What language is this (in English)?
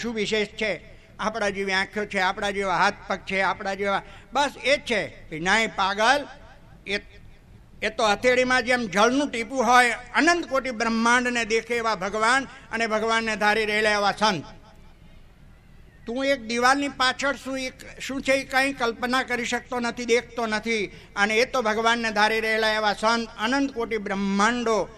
Gujarati